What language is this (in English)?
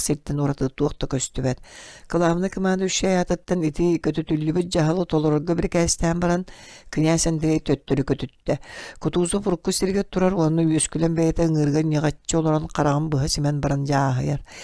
Yakut